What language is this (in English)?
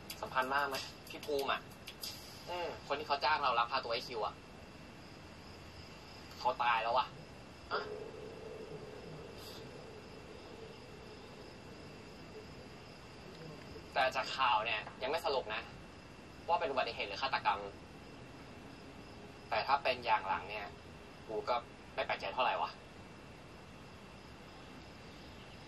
Thai